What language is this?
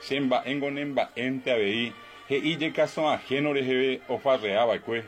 Guarani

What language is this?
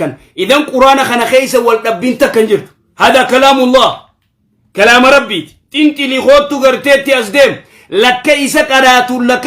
Oromo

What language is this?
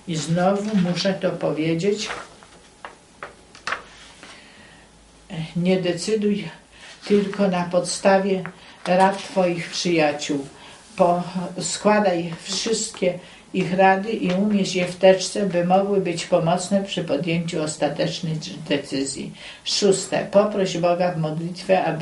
Polish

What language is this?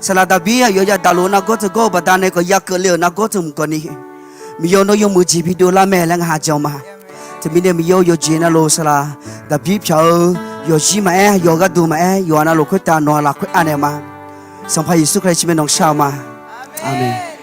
Akha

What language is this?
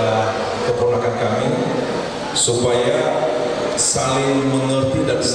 Nias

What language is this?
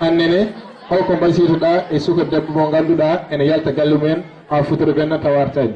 Fula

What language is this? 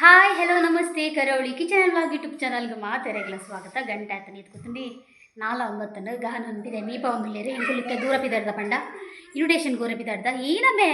Tulu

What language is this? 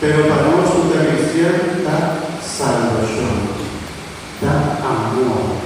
Papiamento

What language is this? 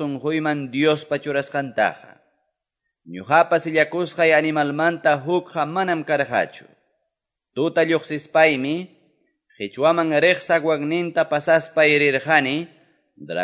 Quechua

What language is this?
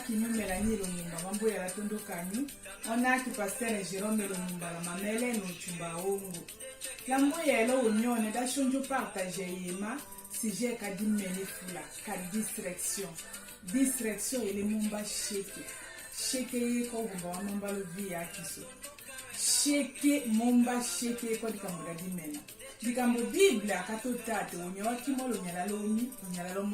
Tetela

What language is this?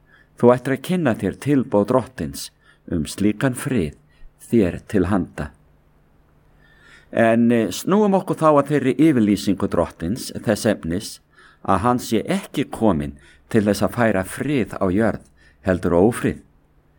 Icelandic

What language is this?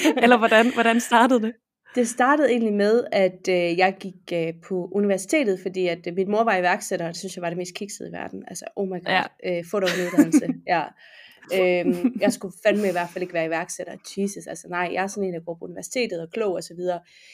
Danish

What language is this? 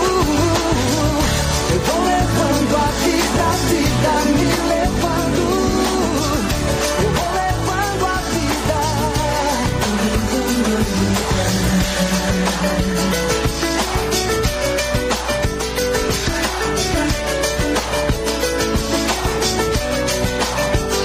Portuguese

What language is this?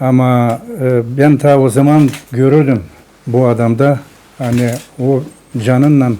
Gagauz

